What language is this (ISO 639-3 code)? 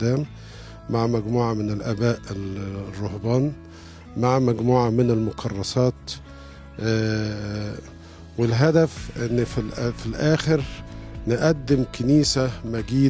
arz